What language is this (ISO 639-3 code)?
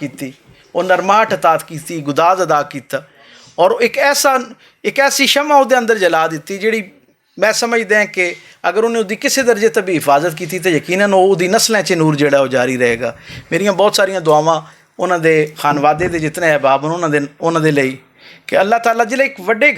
lah